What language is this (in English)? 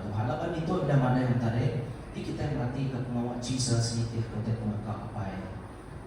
Iban